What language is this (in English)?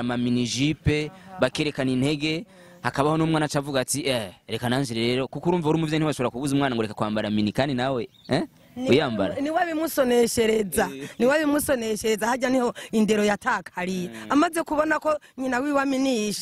Rundi